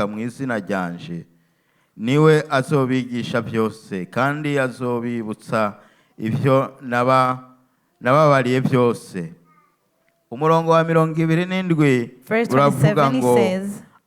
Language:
Rundi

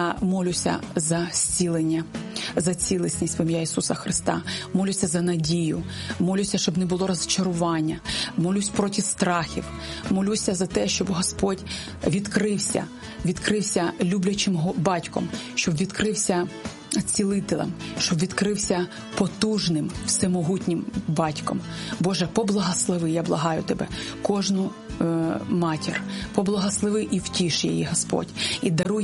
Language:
Ukrainian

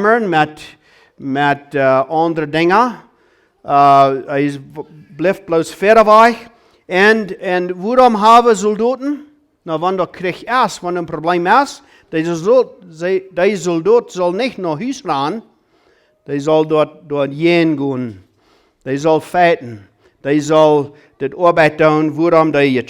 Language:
Plautdietsch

